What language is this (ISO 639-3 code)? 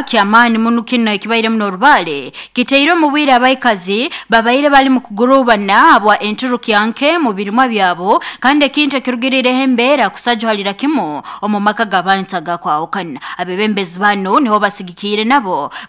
nyo